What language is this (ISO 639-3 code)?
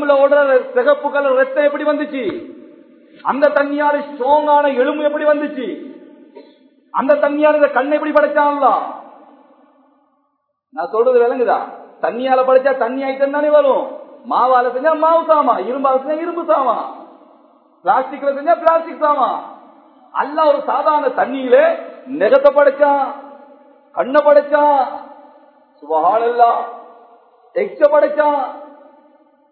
tam